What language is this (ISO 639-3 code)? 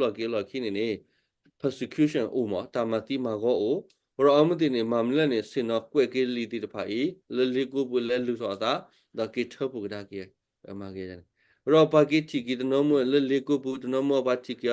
ksw